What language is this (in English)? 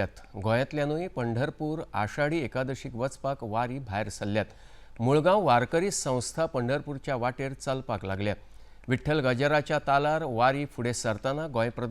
Konkani